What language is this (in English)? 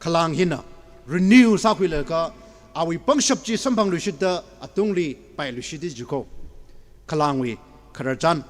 Tangkhul Naga (India)